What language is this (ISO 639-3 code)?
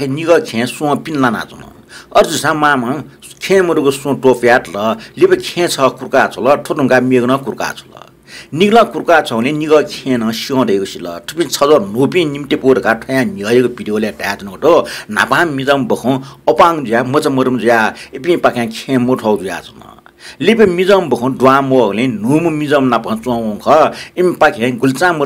new